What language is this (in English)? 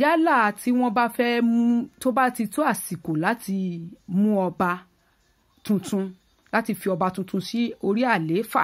Yoruba